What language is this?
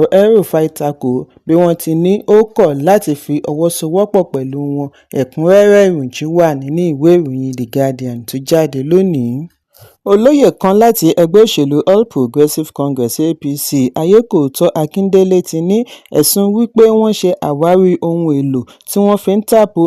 Yoruba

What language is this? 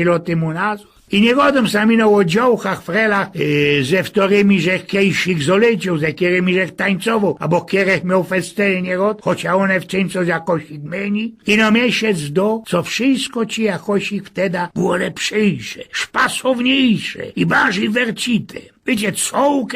Silesian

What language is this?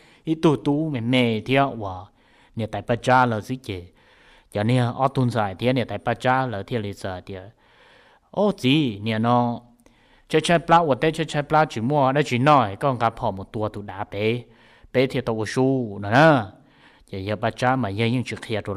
Hmong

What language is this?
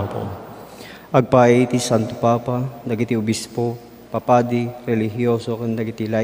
Iloko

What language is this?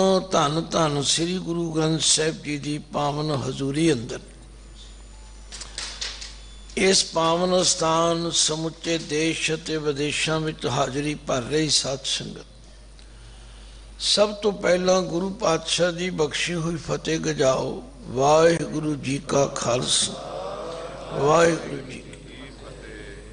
Punjabi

